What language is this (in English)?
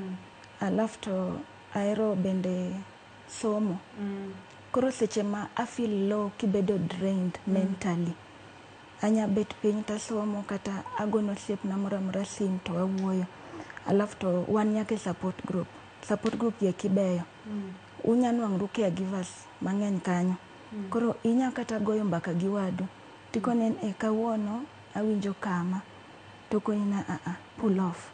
Luo (Kenya and Tanzania)